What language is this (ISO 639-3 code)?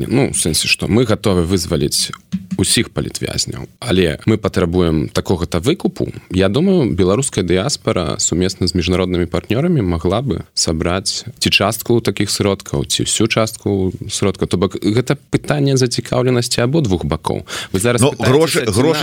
bel